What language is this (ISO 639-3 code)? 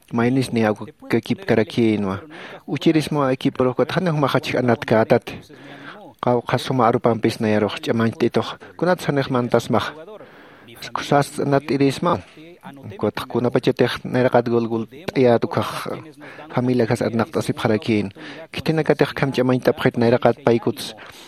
aym